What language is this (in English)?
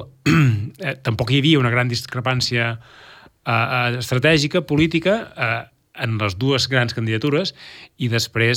Catalan